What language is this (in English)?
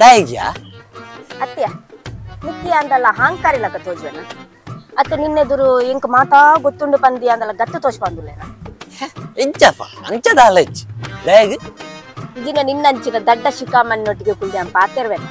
Tulu